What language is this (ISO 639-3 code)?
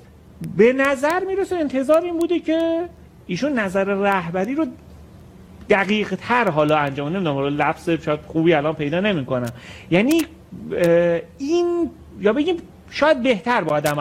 fas